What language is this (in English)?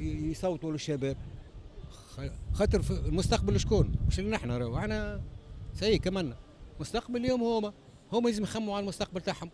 Tunisian Arabic